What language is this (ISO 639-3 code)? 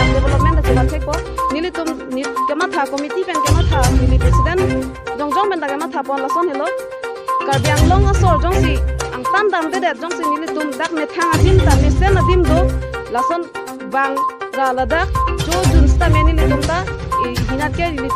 mjw